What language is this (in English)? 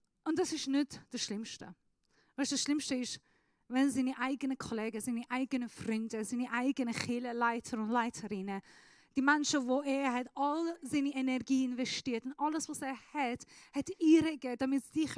Swiss German